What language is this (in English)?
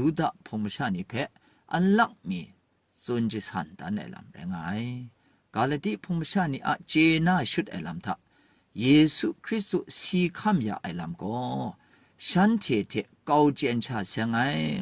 Kachin